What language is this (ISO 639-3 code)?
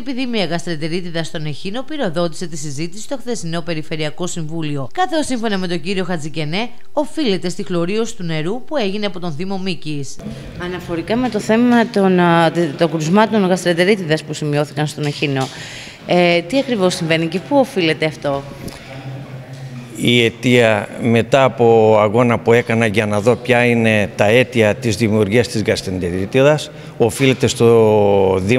ell